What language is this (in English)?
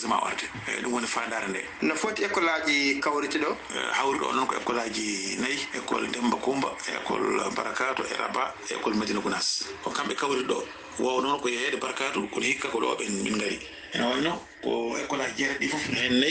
Fula